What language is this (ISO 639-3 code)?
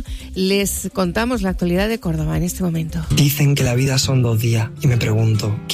spa